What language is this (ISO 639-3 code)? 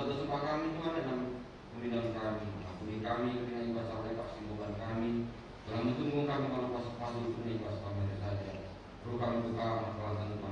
btx